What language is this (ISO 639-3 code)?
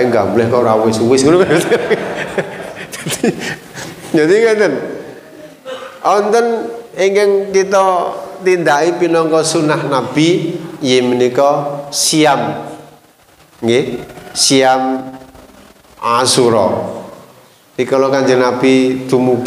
jav